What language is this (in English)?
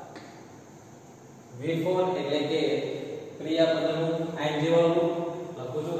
Gujarati